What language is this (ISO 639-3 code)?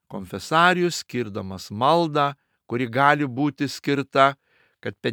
lit